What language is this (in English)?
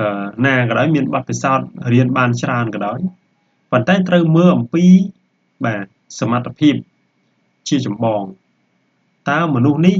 Khmer